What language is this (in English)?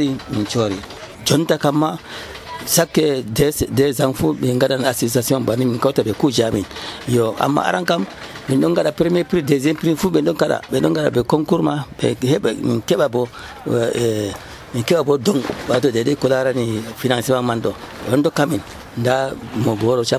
Nigerian Fulfulde